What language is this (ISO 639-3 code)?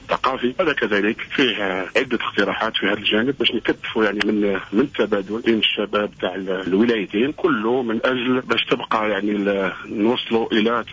aeb